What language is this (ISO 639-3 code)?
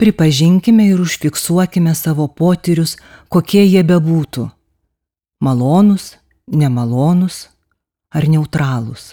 lit